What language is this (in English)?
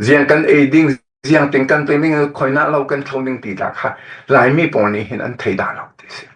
Falam Chin